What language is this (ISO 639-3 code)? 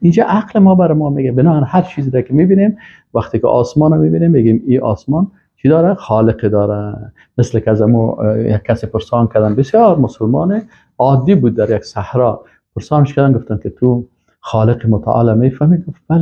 fas